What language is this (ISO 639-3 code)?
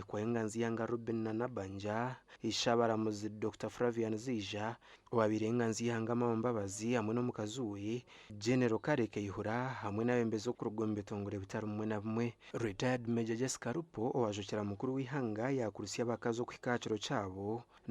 nyn